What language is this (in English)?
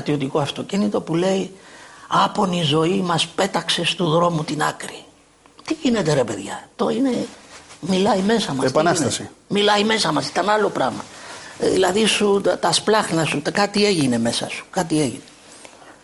Greek